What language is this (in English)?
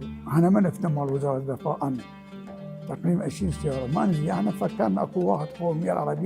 Mesopotamian Arabic